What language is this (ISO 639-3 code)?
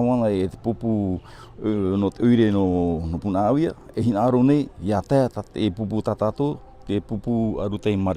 tah